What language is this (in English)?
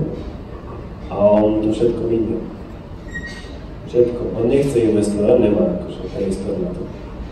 Slovak